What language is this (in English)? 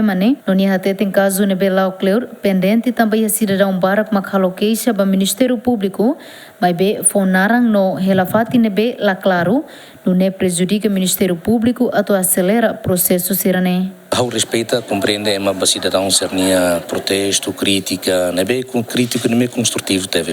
Tetum